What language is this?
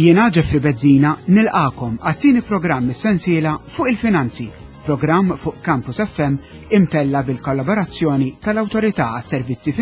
Maltese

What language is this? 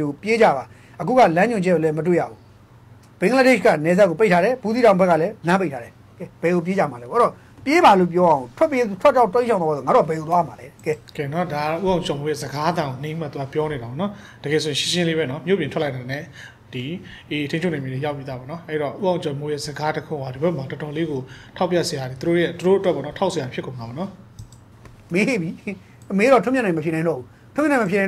Burmese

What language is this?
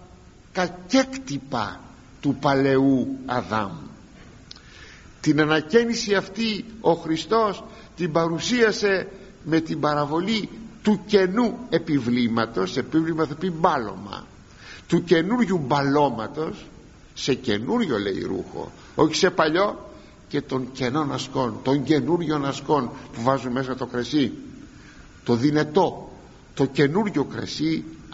Greek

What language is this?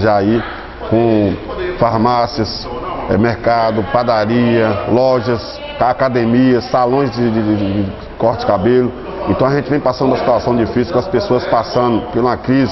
Portuguese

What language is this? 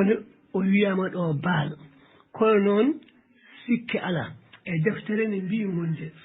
Fula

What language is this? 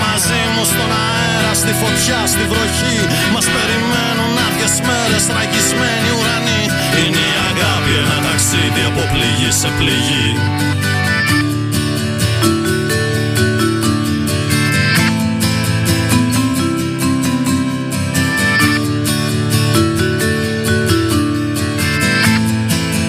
Greek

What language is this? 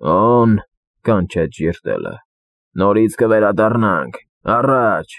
Armenian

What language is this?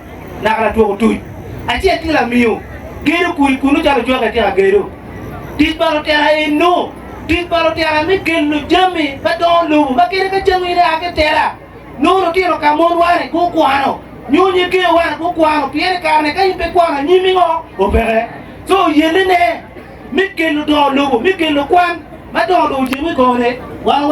Acoli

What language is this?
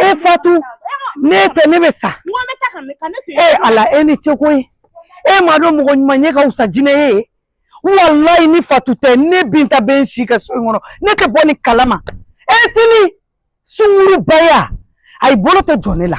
Bambara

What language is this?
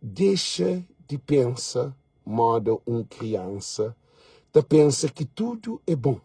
Kabuverdianu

